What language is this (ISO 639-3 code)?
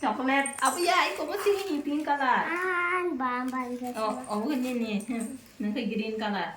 trp